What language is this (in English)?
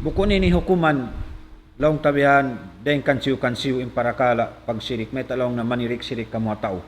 Tausug